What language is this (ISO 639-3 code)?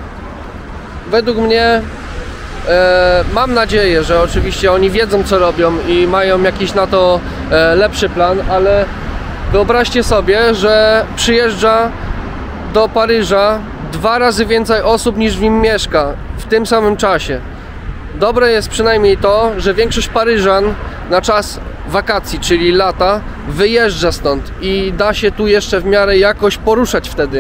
pol